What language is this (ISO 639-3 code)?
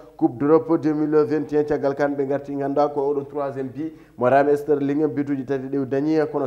ful